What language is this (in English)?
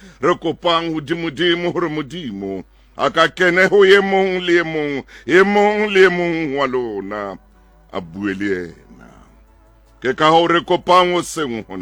Southern Sotho